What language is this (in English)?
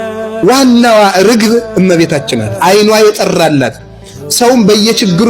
Amharic